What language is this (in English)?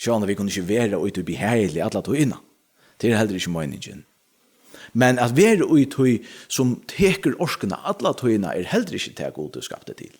Faroese